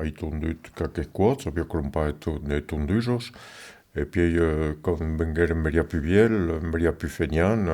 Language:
Occitan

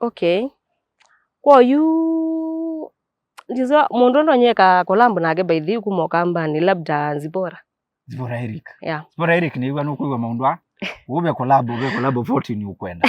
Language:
Kamba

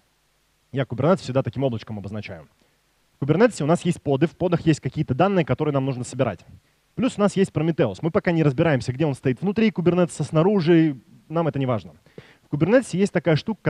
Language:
Russian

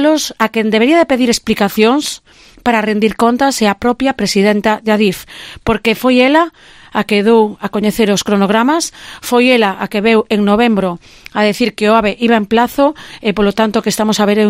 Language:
Galician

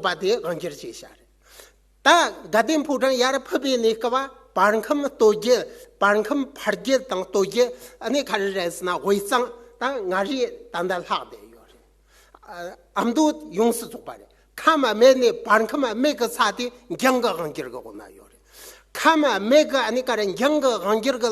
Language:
Tibetan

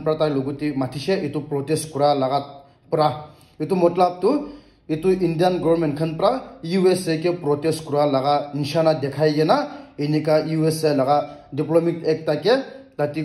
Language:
Naga Pidgin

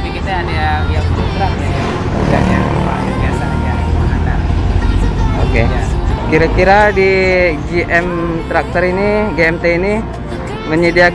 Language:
Indonesian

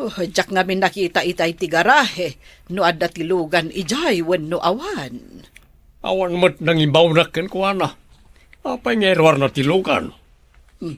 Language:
Iloko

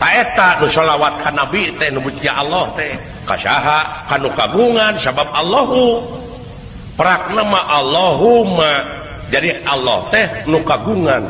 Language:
Sundanese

